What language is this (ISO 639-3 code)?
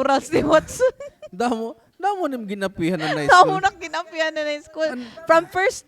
war